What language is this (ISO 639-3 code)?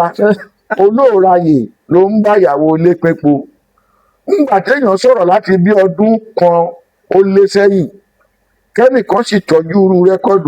yor